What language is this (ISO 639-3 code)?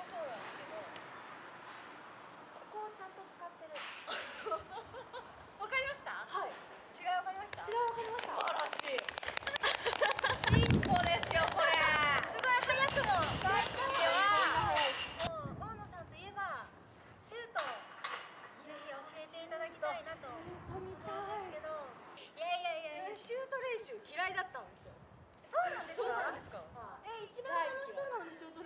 jpn